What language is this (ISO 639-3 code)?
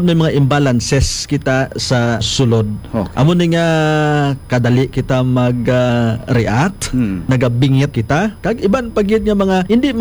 hil